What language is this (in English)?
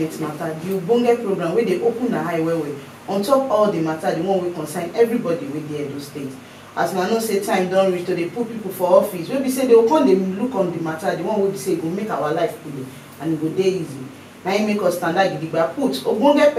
Nigerian Pidgin